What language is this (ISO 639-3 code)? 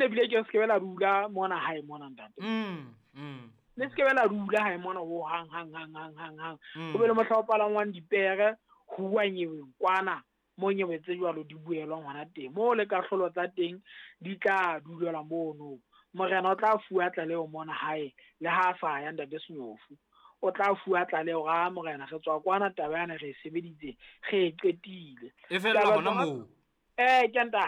sot